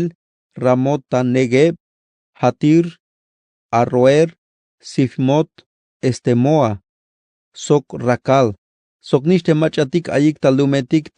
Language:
Tzeltal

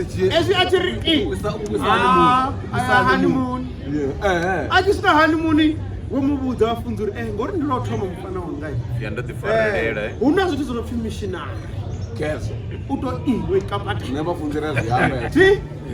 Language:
Venda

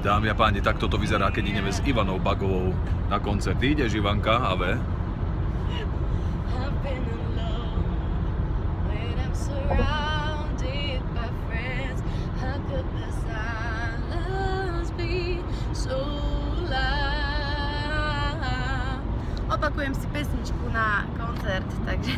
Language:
Slovak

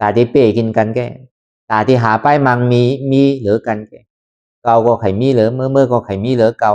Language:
Lü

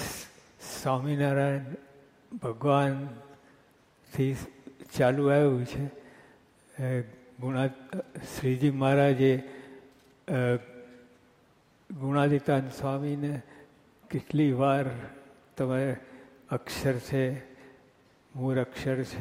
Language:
Gujarati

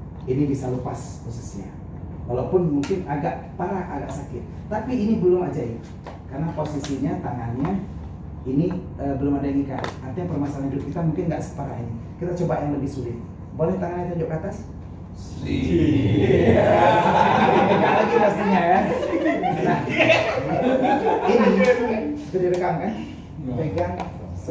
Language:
Indonesian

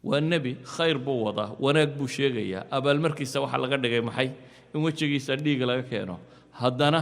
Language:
Somali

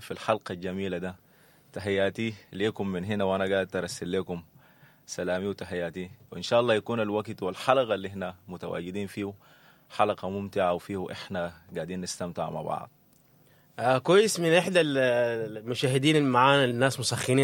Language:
Sudanese Arabic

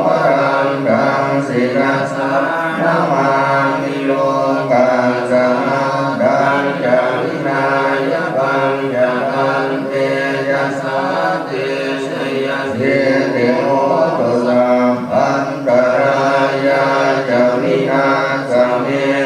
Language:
Pali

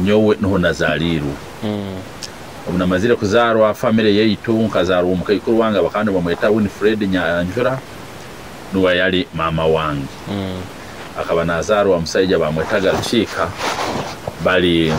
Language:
Nyoro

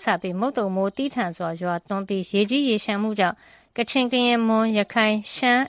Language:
Burmese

